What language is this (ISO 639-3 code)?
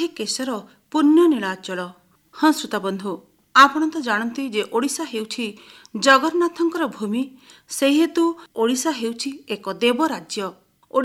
ori